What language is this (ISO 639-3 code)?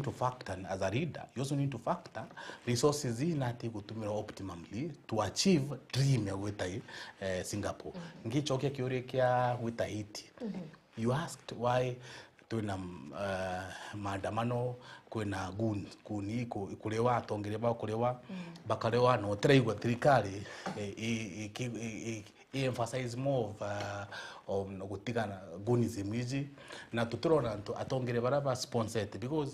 mer